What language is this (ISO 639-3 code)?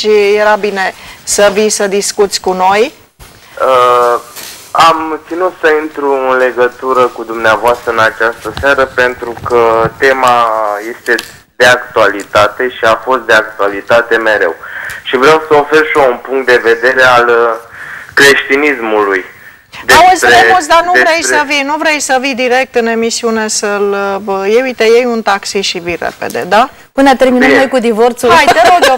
ron